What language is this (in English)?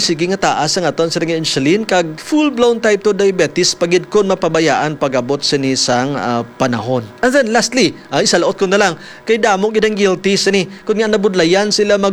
Hiligaynon